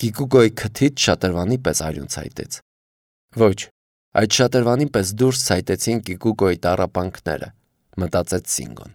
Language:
Armenian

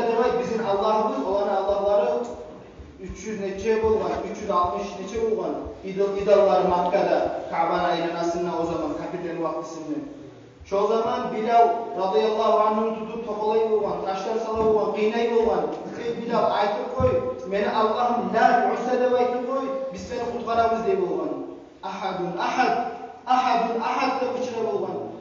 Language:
Kumyk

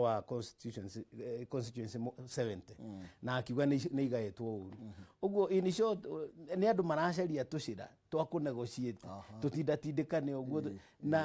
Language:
Kikuyu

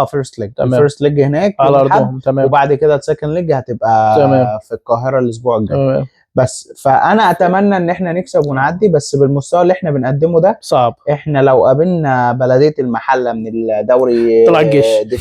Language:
Egyptian Arabic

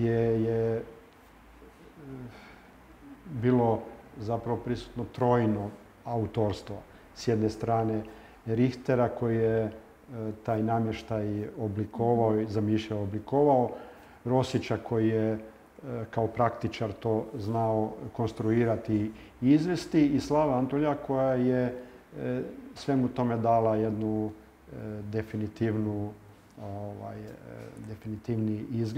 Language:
Croatian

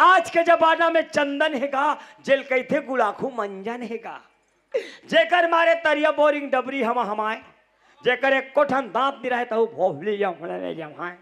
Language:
Chhattisgarhi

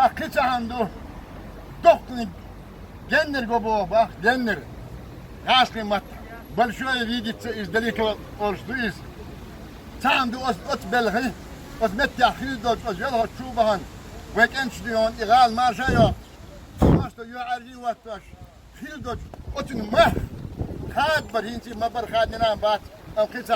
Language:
Chechen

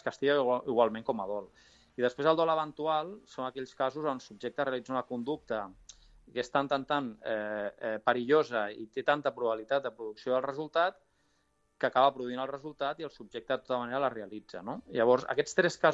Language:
Catalan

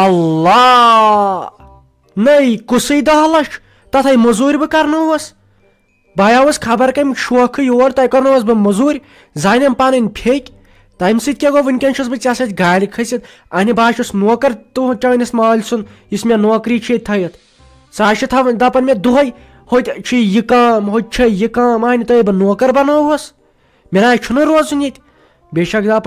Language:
Kashmiri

